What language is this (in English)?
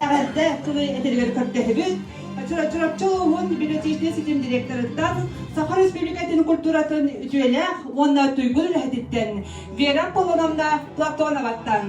Yakut